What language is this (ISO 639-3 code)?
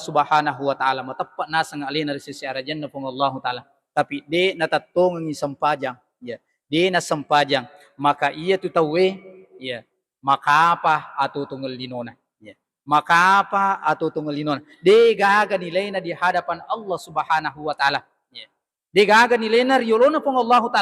bug